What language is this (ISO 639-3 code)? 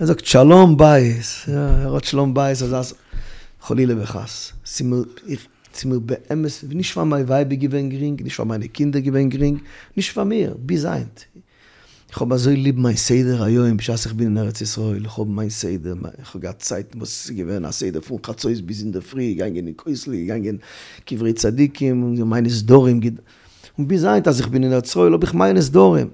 yid